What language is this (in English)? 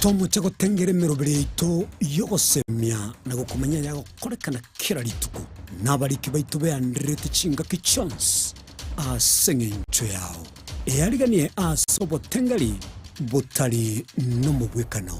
Gusii